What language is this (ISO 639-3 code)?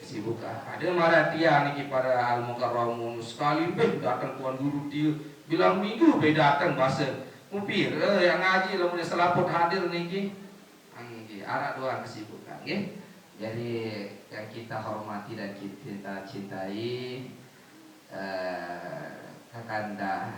sas